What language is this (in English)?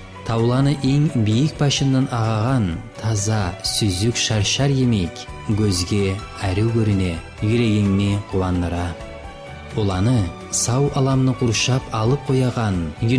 Kumyk